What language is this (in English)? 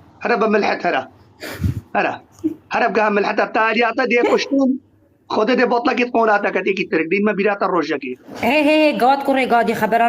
Kurdish